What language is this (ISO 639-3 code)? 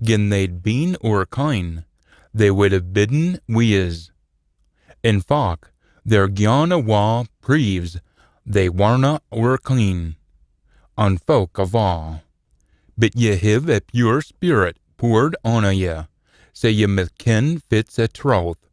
sco